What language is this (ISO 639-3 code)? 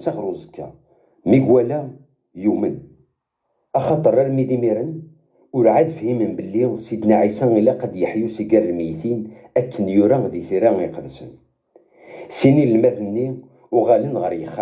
kab